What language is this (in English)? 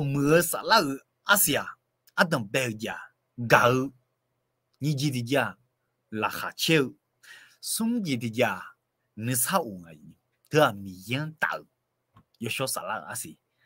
Akha